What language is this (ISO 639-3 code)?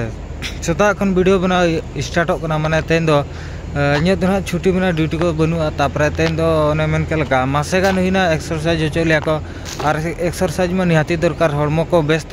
sat